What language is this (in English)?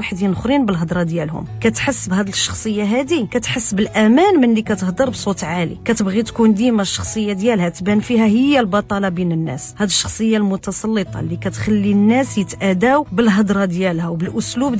Moroccan Arabic